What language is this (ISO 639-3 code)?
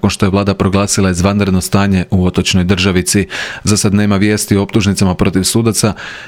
hrv